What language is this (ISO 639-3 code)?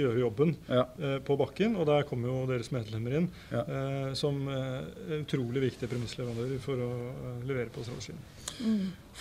nor